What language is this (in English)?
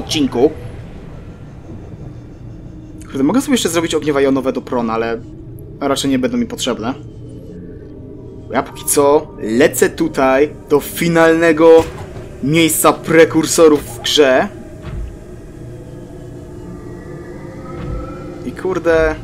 Polish